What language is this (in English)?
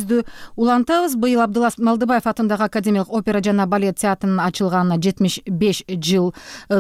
Kyrgyz